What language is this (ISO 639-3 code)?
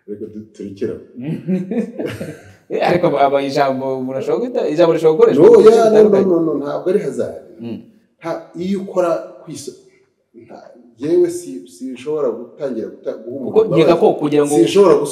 kin